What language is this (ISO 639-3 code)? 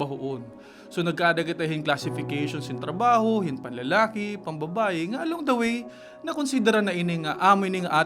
war